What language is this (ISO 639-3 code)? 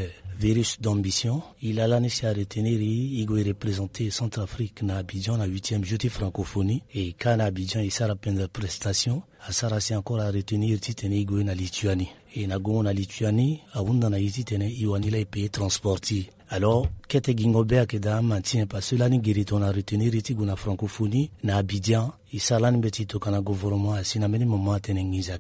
sag